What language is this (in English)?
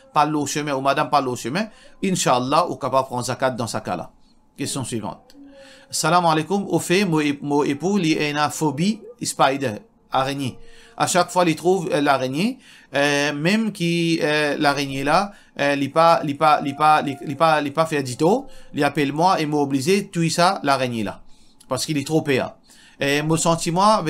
Morisyen